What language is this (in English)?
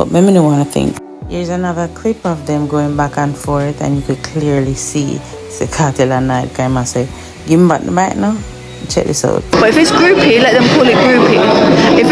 Jamaican Creole English